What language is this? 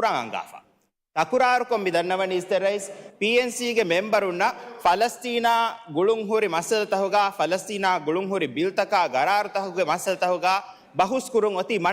Divehi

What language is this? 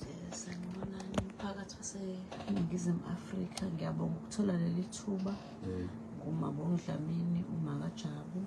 Zulu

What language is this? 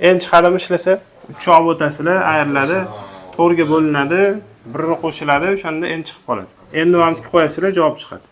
Uzbek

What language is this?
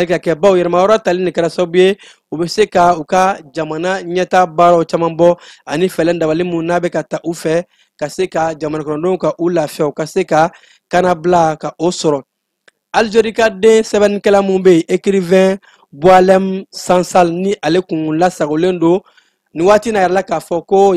Bambara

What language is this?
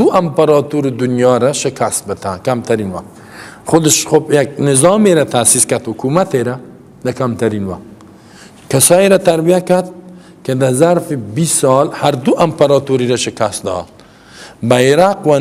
Persian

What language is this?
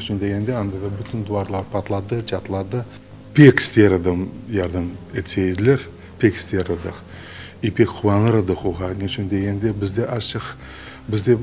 Crimean Tatar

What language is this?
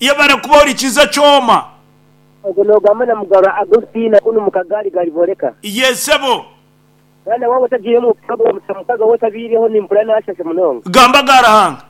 Nyankole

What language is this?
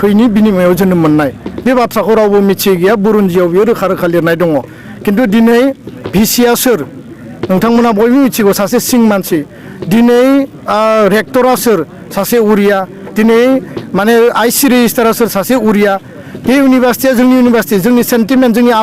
Bodo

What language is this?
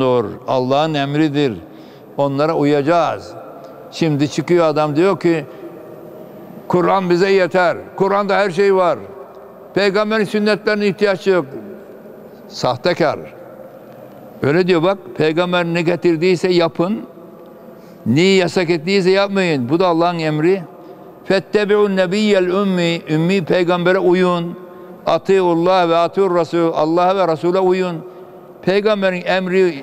Turkish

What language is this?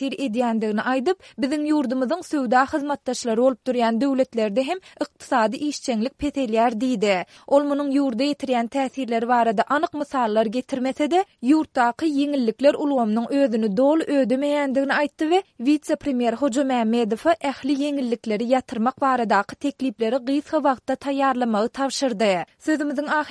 Turkmen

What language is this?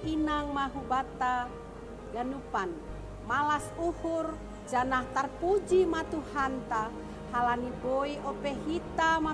Batak Simalungun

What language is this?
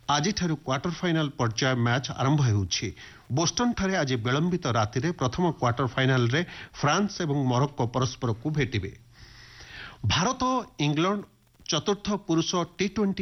Odia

